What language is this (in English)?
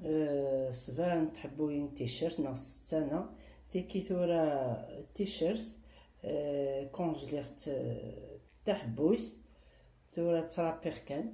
Kabyle